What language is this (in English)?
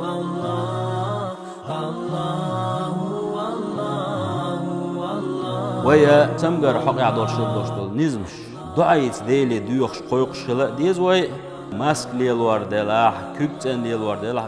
Chechen